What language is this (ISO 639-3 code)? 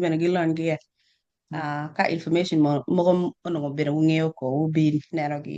ach